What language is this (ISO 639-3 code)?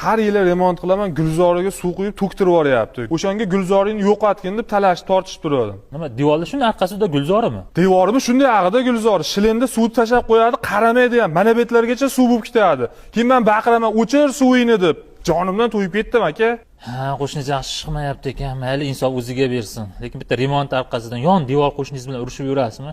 uzb